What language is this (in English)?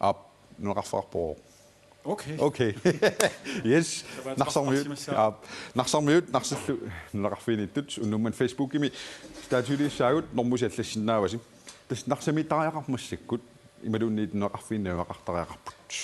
Kalaallisut